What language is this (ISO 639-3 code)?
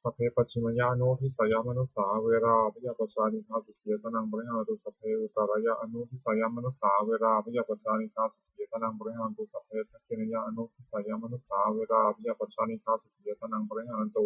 pli